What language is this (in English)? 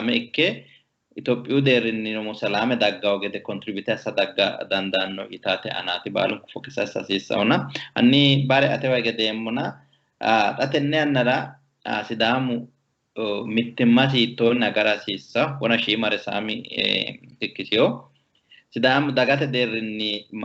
Sidamo